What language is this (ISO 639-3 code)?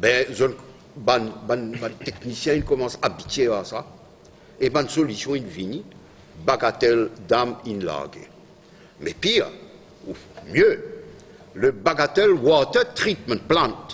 mfe